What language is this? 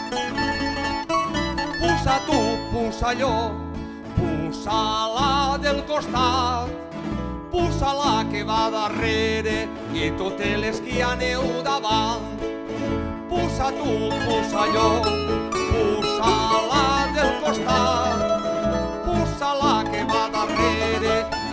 Catalan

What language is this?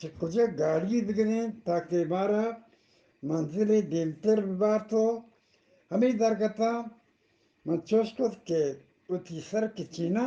Eastern Balochi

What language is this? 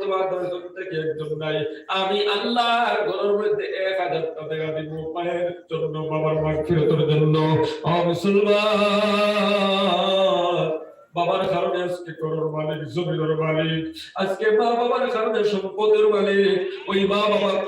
Sylheti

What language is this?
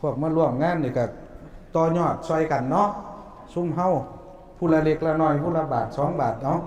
Northeastern Thai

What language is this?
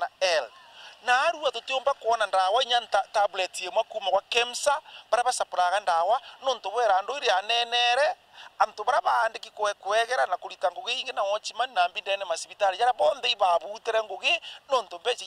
Meru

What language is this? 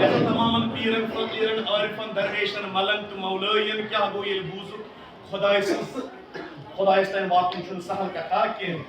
Kashmiri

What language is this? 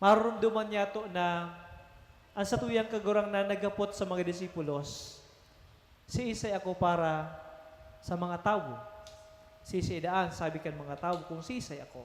Bikol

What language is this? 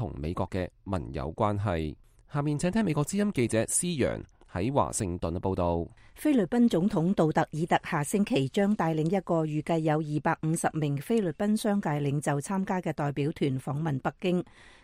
Cantonese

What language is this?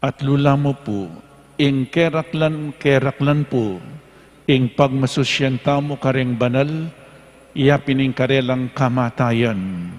Pampanga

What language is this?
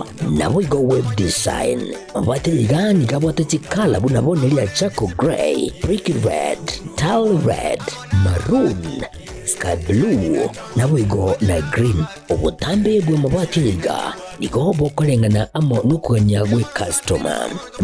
Gusii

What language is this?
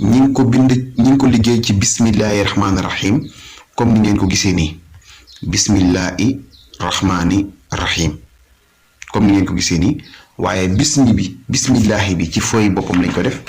Wolof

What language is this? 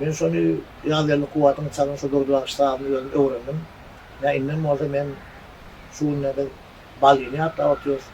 Turkmen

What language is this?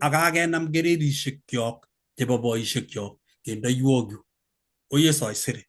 Kalenjin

